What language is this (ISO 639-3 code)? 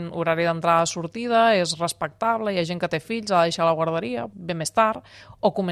cat